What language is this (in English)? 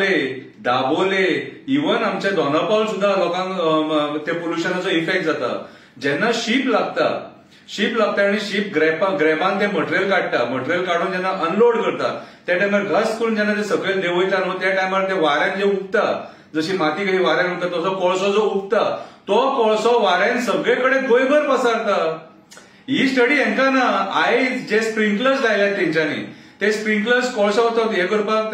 Konkani